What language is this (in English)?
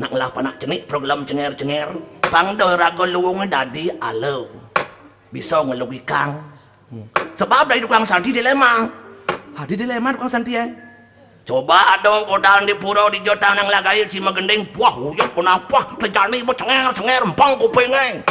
Balinese